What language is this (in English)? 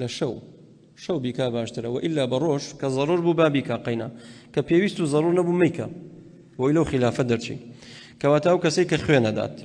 Central Kurdish